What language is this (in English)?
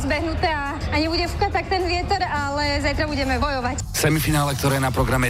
Slovak